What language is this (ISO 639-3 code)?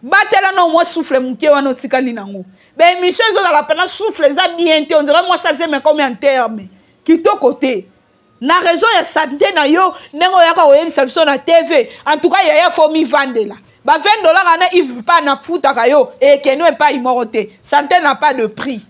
lin